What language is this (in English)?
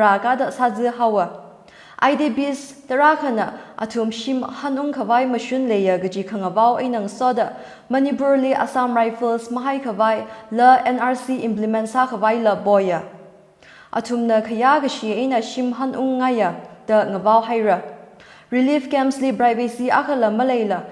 Tangkhul Naga (India)